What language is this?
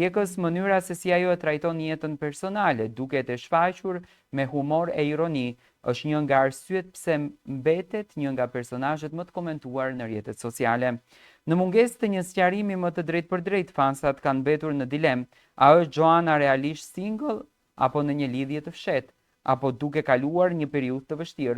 Albanian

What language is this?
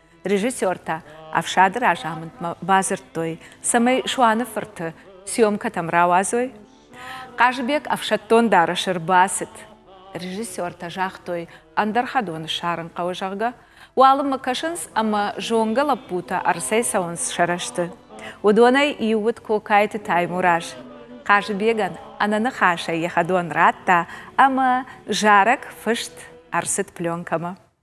Ossetic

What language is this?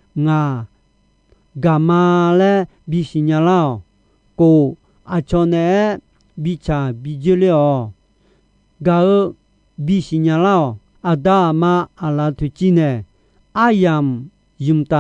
Akha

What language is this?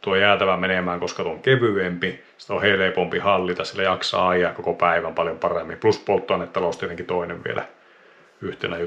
Finnish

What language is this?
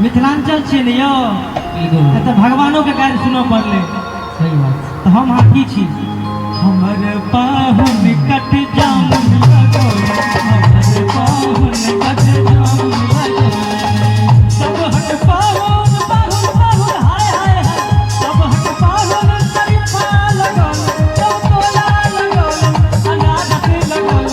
Maithili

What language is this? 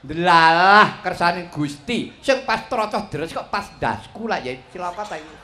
Javanese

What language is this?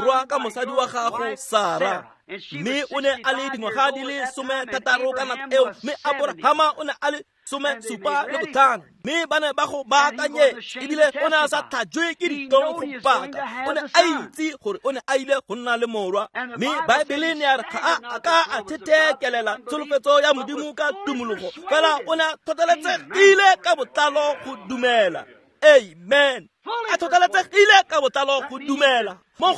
Tswana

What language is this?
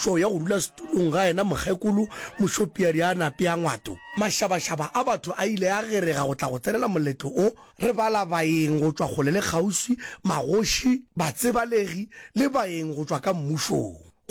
Northern Sotho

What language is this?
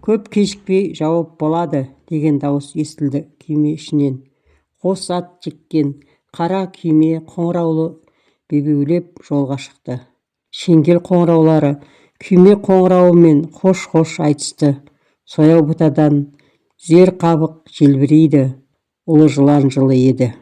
Kazakh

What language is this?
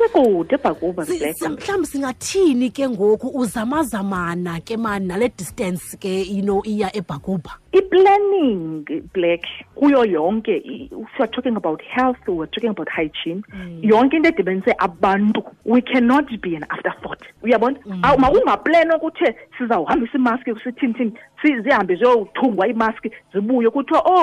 Xhosa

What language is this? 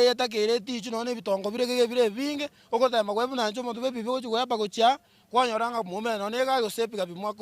Gusii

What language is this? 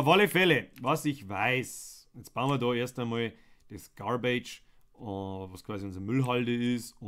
Bavarian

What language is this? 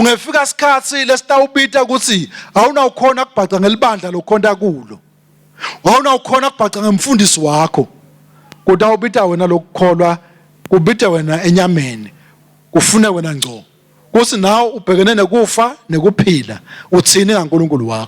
Swati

